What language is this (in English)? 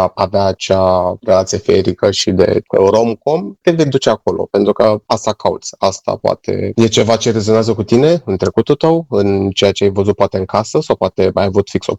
Romanian